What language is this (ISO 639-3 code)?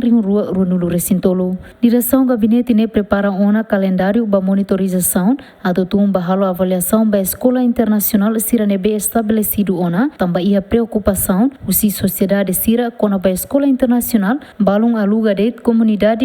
tet